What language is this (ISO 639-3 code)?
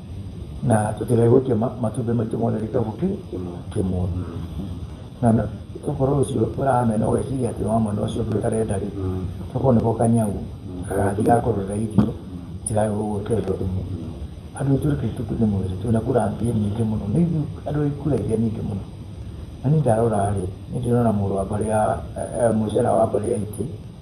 kik